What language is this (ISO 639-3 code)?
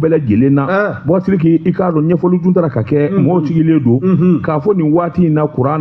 bam